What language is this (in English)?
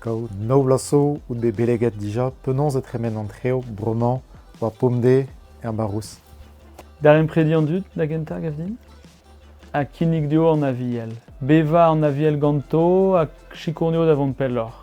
Breton